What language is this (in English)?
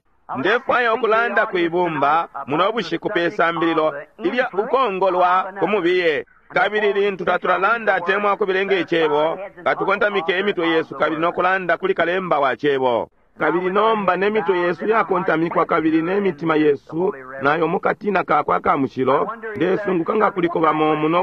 Bemba